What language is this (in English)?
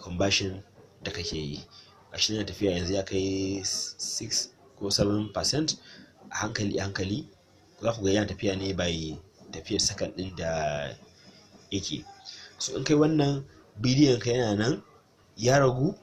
Hausa